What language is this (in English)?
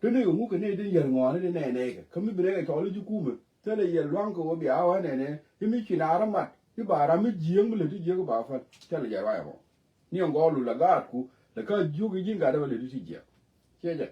Nuer